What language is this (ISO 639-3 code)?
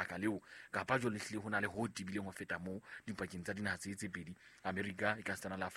sot